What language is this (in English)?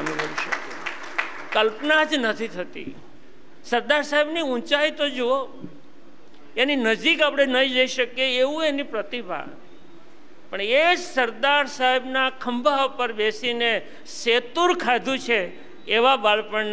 Gujarati